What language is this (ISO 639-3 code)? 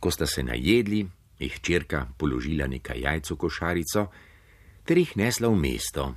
slv